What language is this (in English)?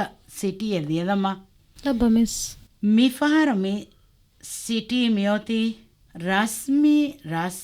Divehi